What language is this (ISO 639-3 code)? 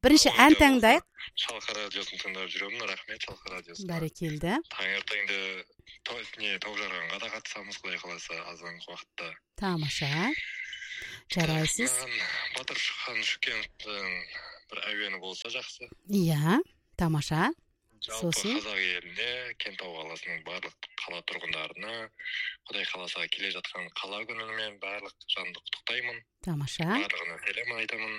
kaz